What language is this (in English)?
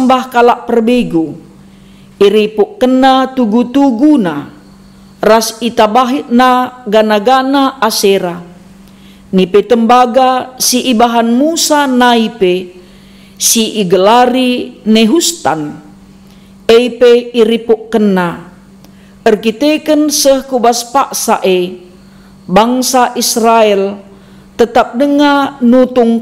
Batak Karo